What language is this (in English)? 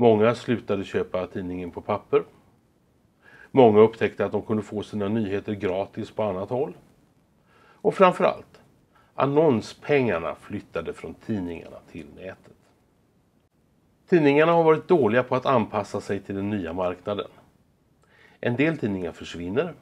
Swedish